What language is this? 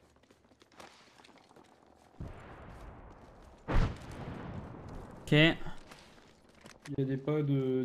French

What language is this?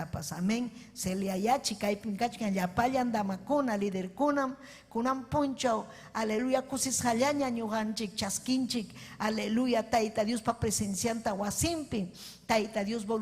Ayacucho Quechua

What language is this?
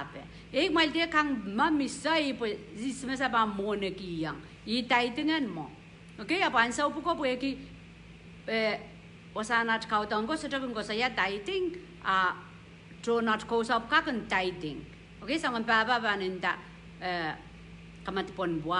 Pohnpeian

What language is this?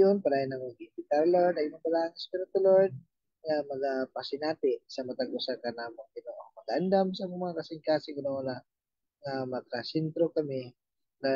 Cebuano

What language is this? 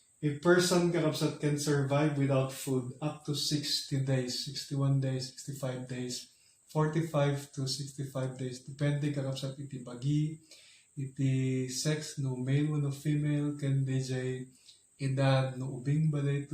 Iloko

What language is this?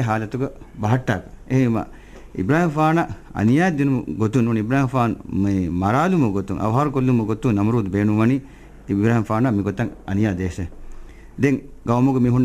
Divehi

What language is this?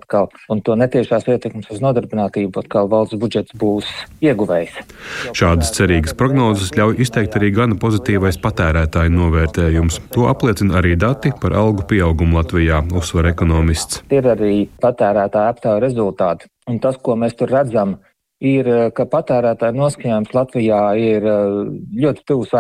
Latvian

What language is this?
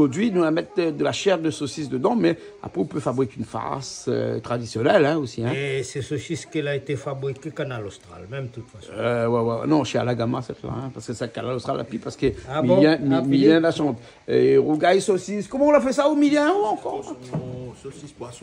Réunion Creole French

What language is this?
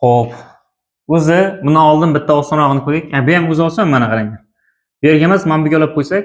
Uzbek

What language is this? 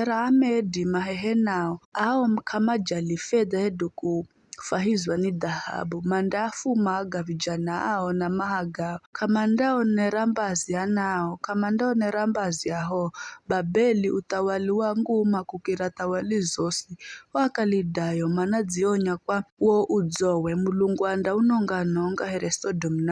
Giryama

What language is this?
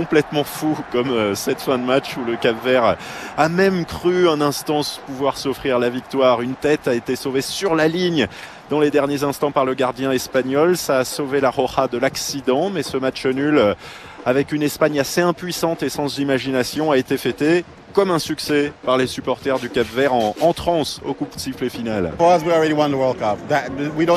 French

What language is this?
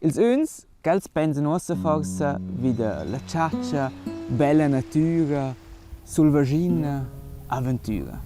Romansh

